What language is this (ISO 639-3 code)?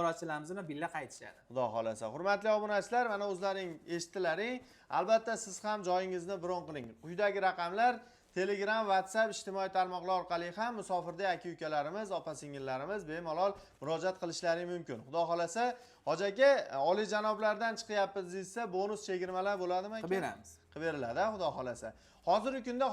uzb